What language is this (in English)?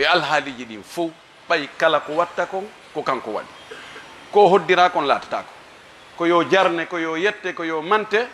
Fula